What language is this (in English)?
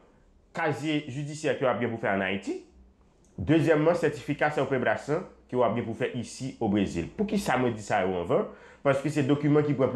Haitian Creole